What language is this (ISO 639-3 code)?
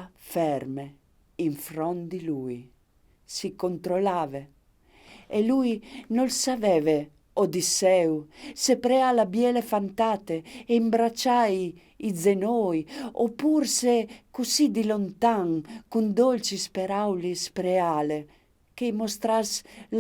fur